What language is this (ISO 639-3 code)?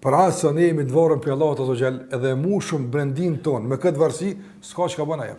sqi